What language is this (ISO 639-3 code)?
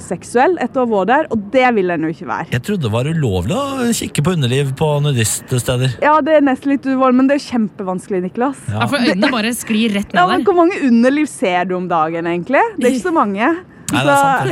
nor